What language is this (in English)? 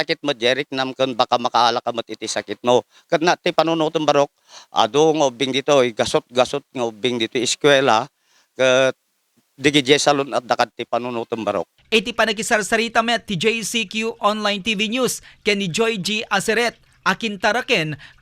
Iloko